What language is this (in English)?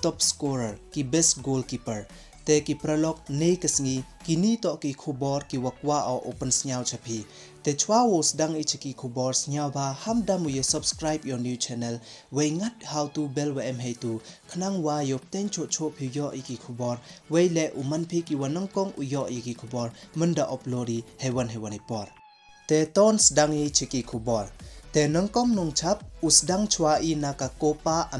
Pnar